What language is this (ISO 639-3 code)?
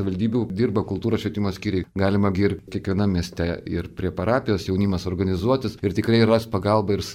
lit